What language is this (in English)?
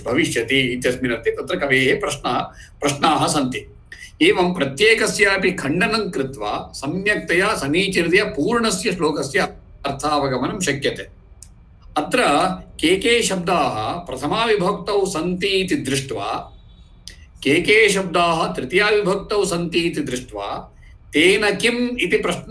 Sanskrit